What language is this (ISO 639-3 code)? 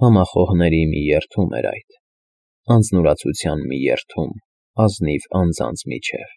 hye